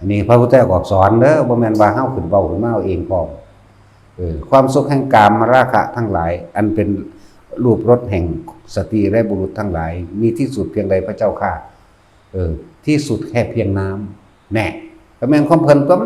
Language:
Northeastern Thai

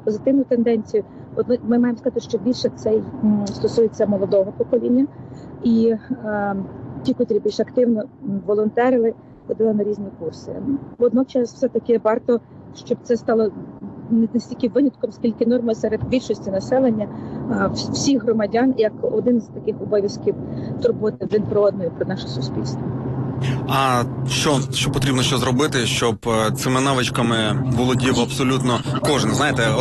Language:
Ukrainian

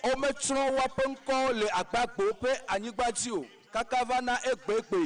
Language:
Ewe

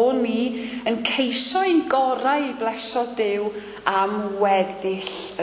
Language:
Welsh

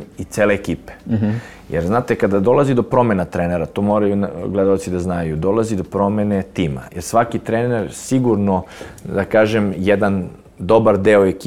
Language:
Serbian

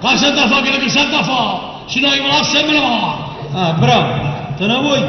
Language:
Neapolitan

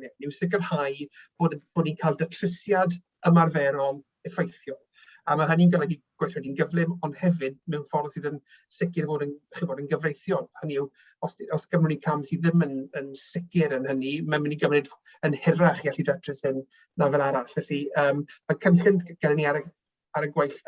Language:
Welsh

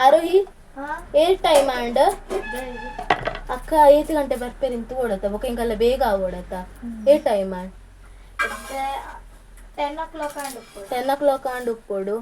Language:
Tulu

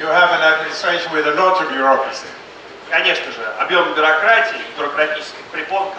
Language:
Russian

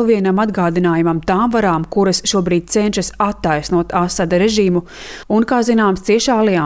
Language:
Latvian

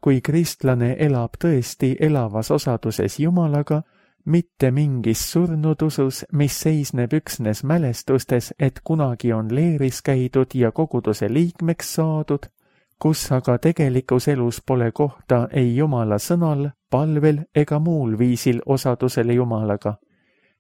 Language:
Estonian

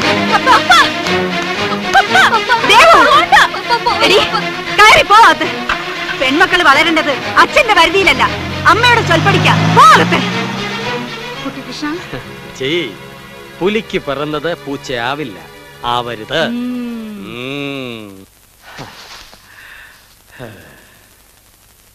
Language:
Malayalam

